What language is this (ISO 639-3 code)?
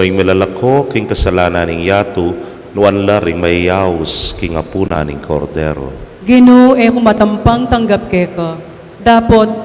pam